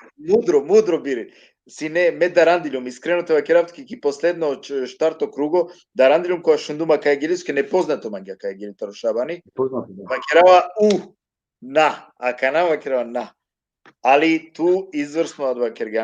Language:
Balkan Romani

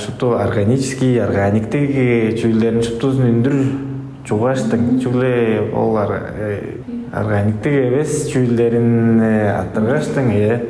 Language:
Tuvinian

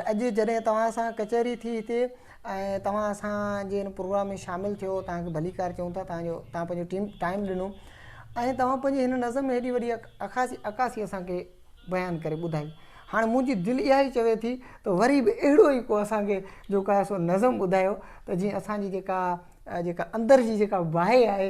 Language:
Sindhi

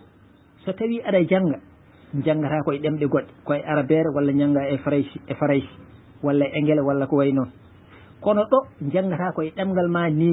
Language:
Fula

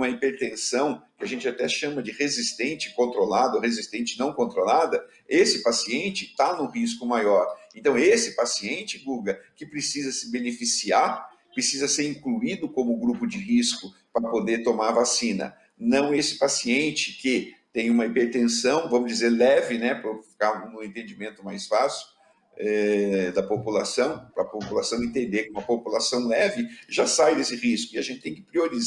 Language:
Portuguese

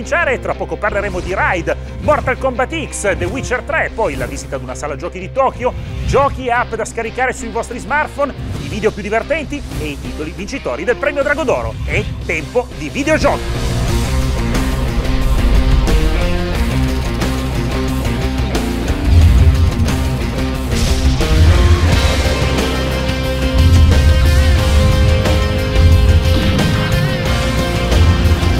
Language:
Italian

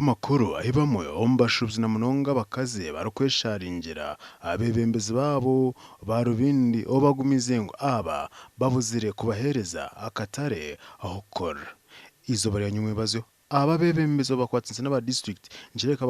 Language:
Nyankole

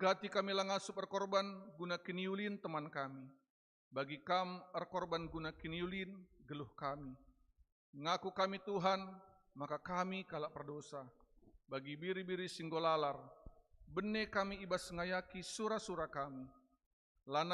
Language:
Batak Karo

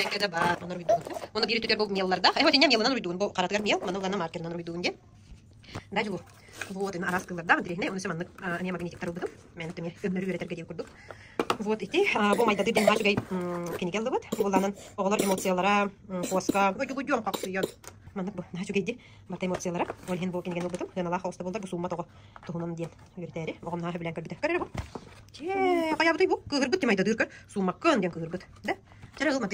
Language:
Yakut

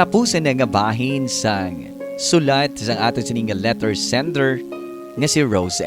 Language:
Hiligaynon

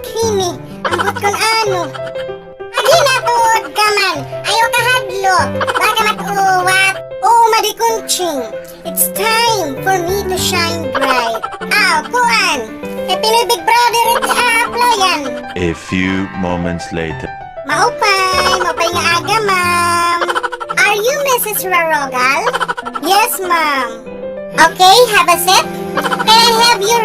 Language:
Waray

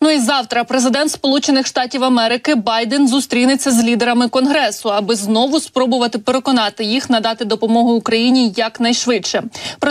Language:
Ukrainian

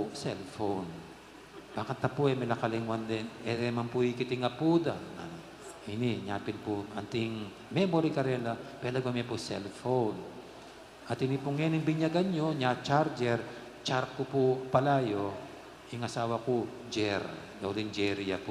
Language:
Pampanga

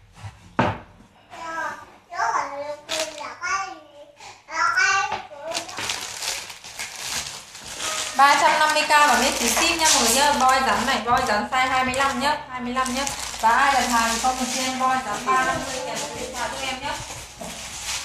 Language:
Vietnamese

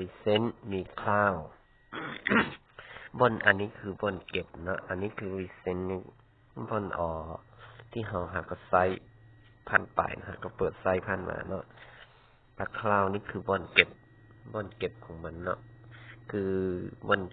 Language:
Lao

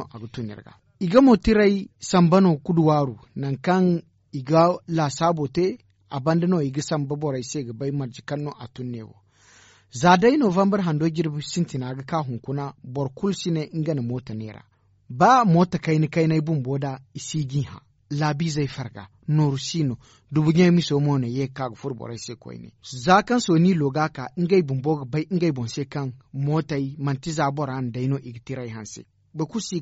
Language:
Zarma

